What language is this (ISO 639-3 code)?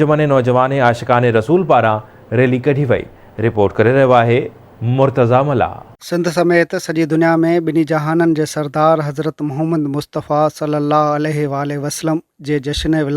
snd